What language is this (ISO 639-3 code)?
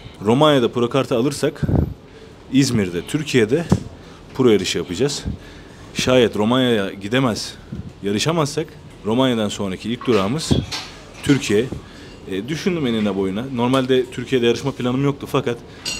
tur